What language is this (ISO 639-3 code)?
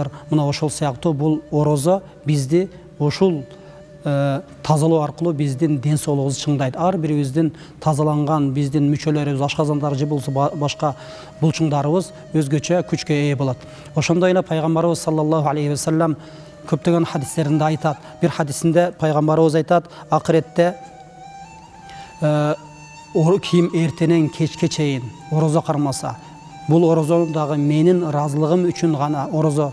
kir